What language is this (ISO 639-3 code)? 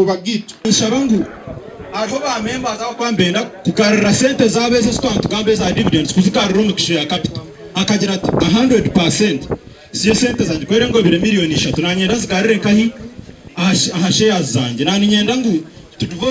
nyn